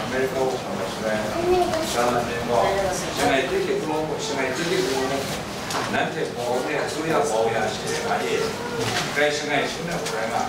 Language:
Kachin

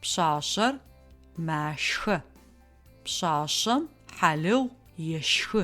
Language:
Adyghe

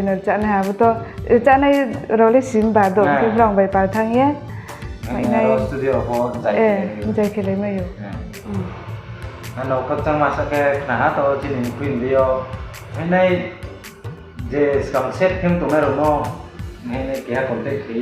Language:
Riang (India)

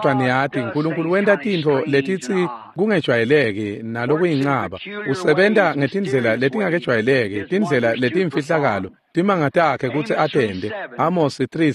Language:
Swati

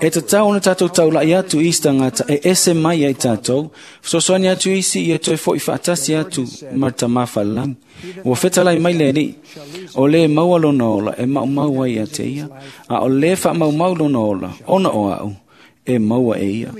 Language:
Samoan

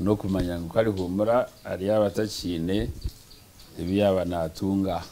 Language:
Nyankole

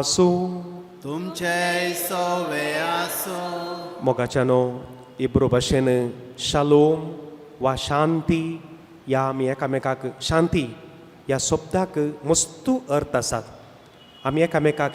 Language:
Konkani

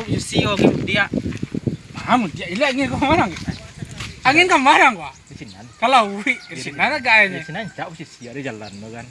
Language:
Minangkabau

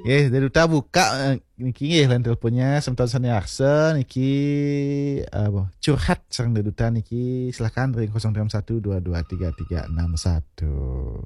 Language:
Balinese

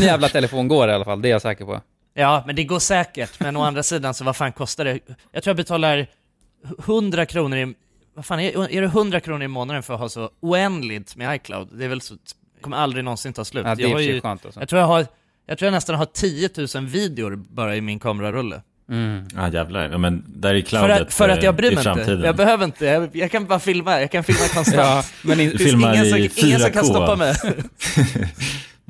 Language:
Swedish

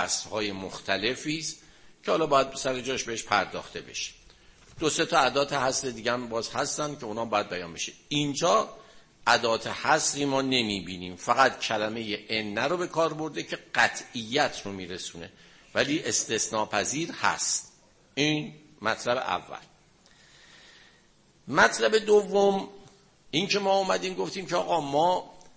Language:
Persian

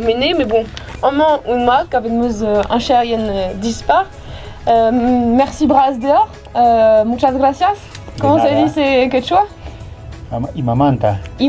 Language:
Breton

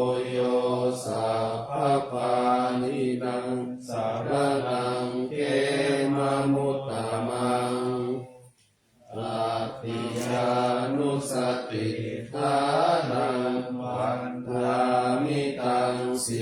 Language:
Pali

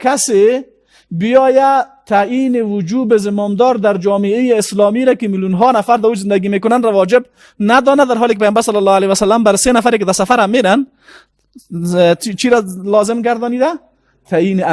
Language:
Persian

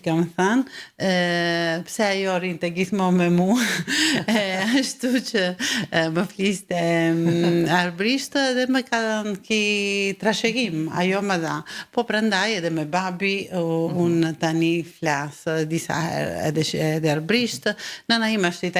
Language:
Albanian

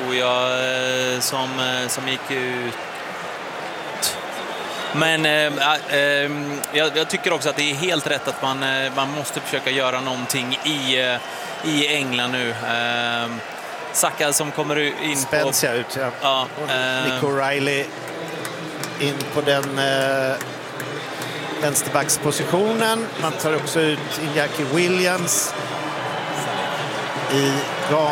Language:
Swedish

